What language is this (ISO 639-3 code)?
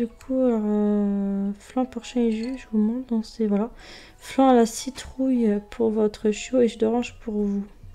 fra